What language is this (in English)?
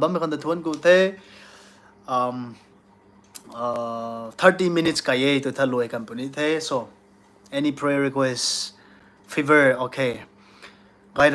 Rongmei Naga